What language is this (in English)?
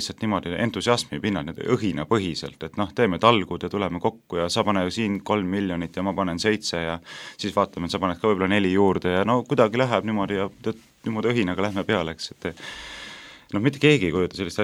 Estonian